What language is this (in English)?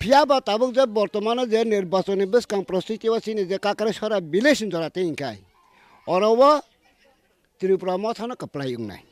Kok Borok